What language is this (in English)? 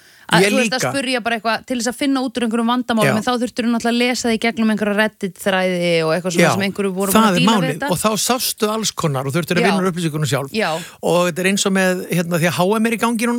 Icelandic